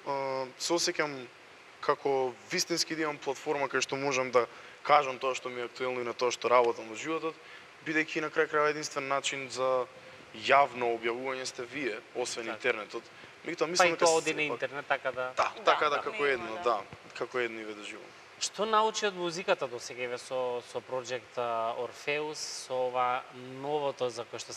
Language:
Macedonian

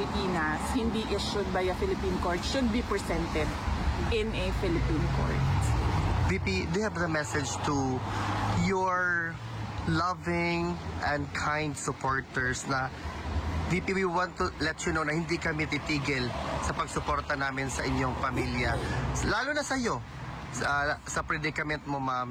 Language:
Filipino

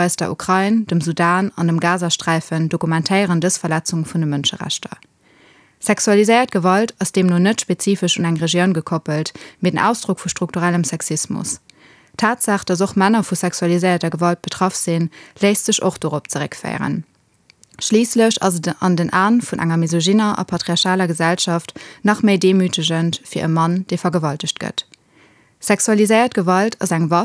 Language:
Luxembourgish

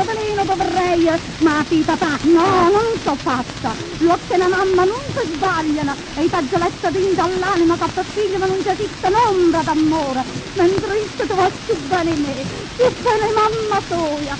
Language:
Neapolitan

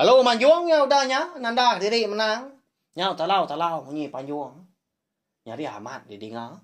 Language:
Iban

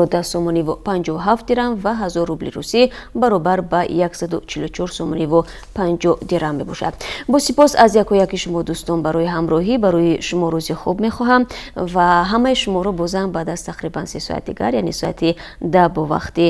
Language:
Tajik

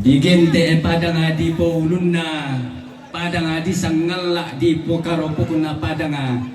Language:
Toraja-Sa'dan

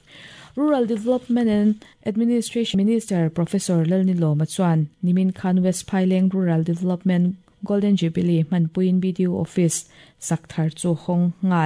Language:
Mizo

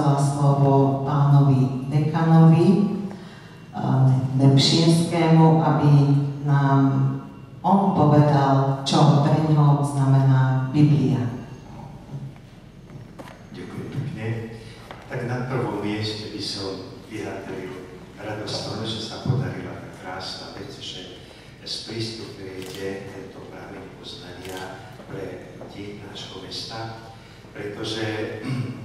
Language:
Slovak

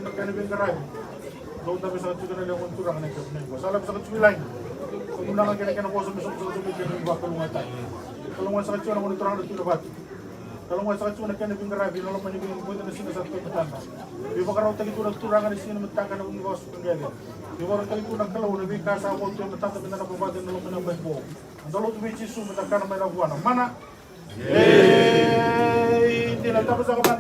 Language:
Fijian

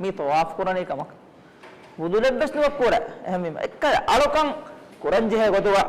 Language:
Divehi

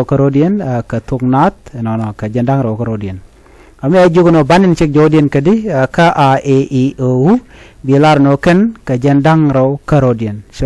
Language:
Nuer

